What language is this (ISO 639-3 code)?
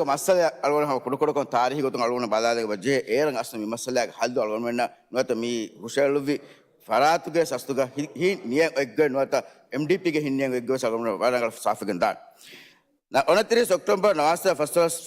div